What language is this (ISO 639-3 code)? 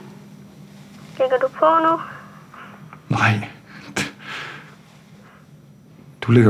dan